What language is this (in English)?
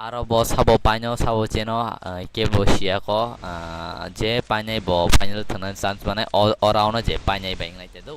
Kok Borok